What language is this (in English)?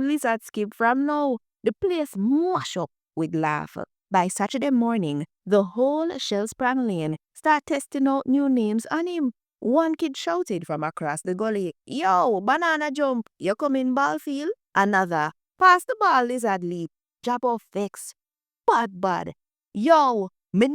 Jamaican Creole English